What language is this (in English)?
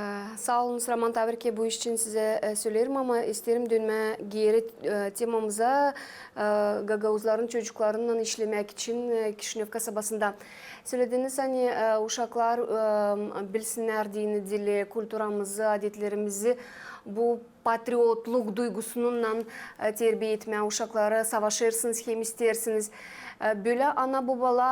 Gagauz